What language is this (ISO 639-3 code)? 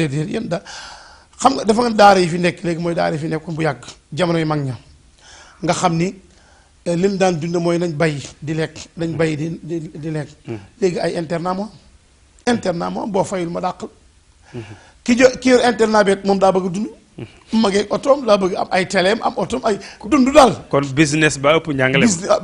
wol